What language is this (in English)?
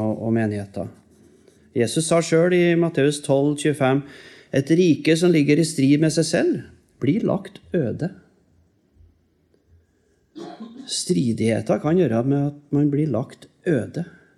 Norwegian